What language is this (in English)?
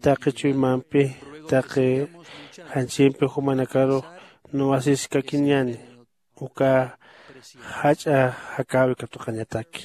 Aymara